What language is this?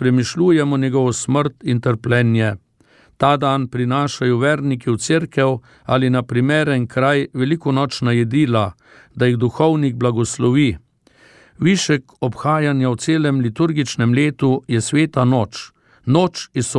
Slovenian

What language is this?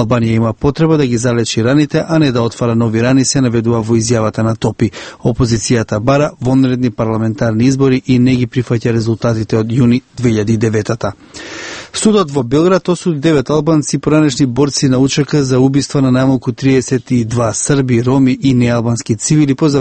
Macedonian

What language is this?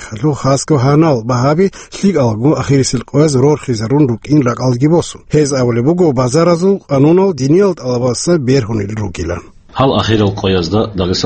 Avaric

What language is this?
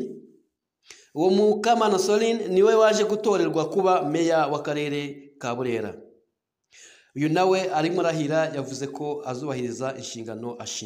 Kinyarwanda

